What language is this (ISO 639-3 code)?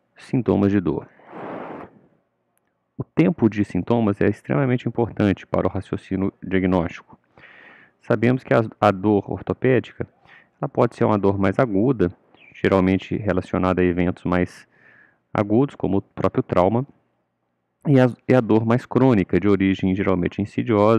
por